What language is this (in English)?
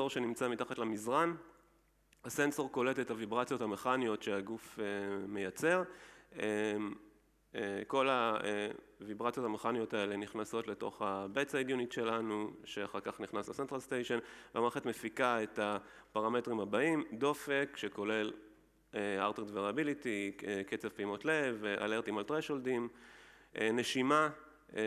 Hebrew